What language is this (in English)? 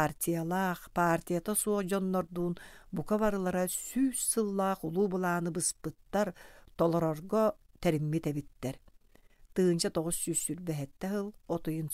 Yakut